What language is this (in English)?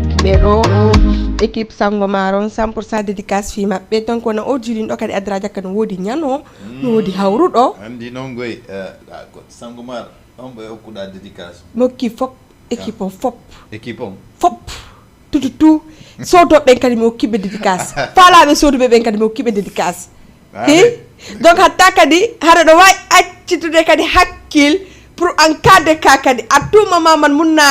Fula